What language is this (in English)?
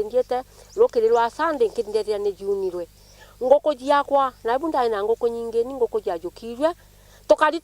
Meru